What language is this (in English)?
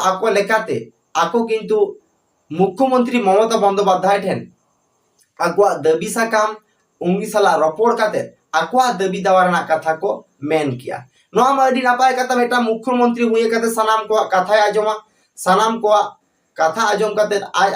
Santali